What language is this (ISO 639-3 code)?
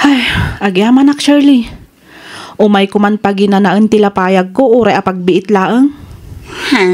ilo